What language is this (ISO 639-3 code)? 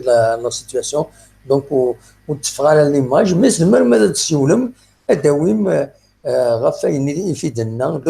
kab